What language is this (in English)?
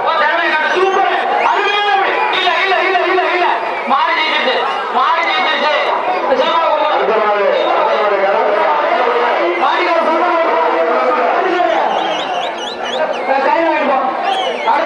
Tamil